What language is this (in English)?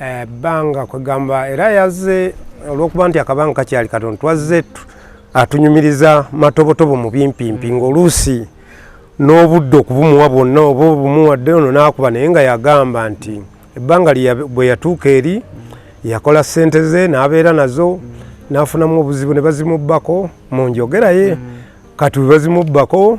Ganda